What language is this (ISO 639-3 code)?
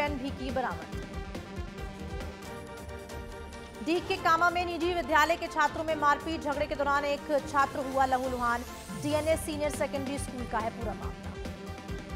hin